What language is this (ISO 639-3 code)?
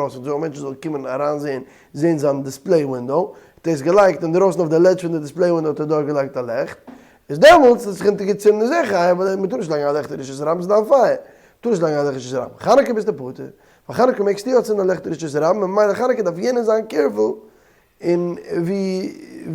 yid